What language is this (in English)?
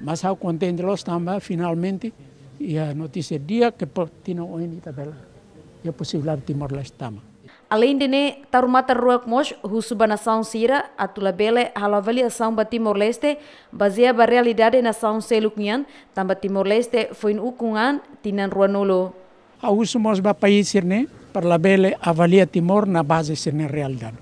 Tetum